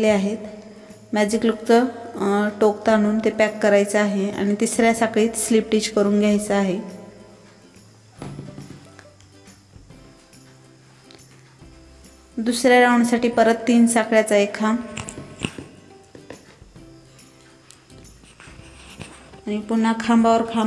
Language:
Marathi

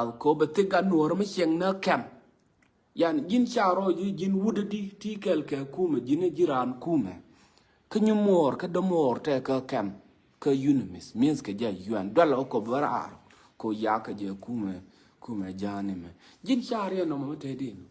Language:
Nuer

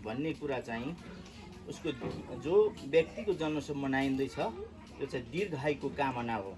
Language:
Nepali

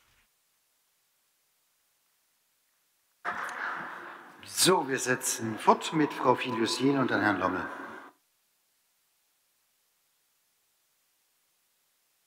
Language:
German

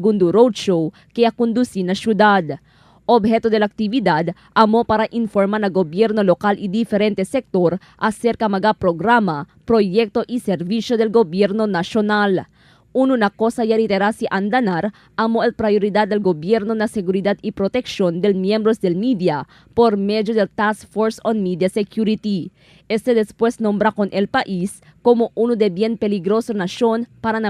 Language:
Chavacano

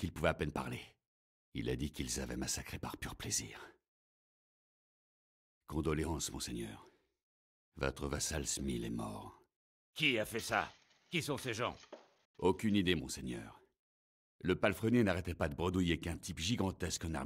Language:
French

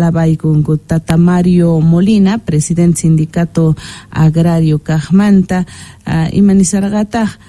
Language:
Quechua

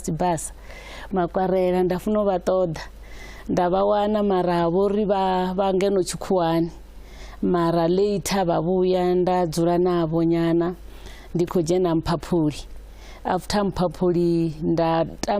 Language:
Venda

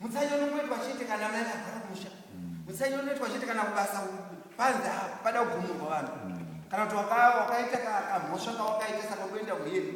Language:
Shona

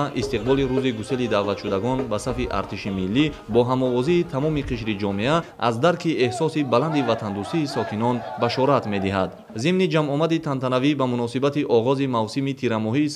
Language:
Tajik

